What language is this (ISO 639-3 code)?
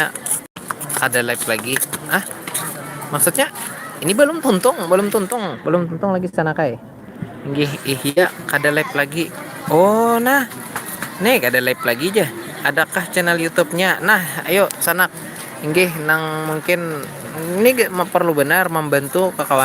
bjn